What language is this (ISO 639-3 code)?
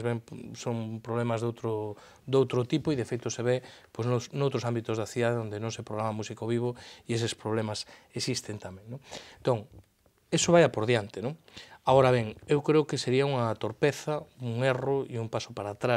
glg